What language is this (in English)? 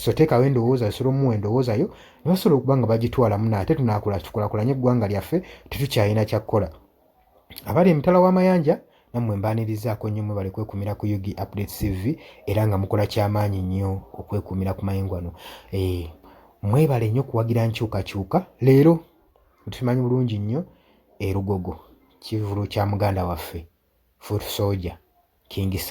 Ganda